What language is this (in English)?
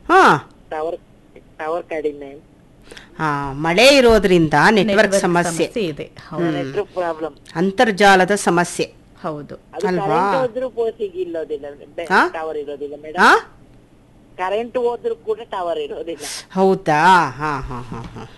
Kannada